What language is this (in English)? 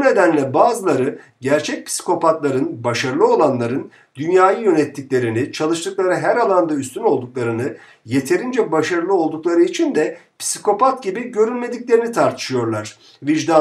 Turkish